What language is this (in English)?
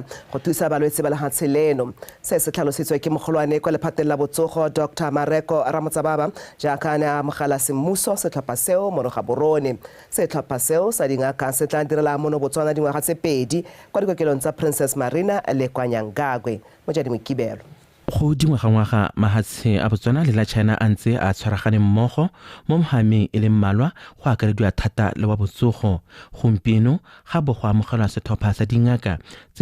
Tswana